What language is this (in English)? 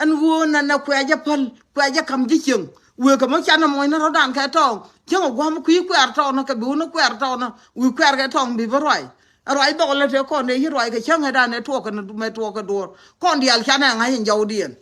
Nuer